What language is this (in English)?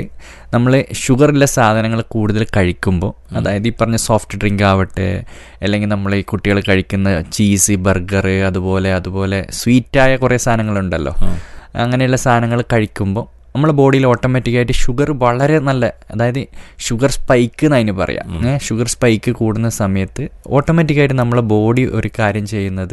Malayalam